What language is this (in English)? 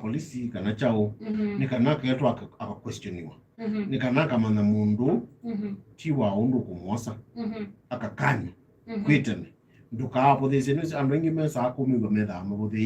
Kamba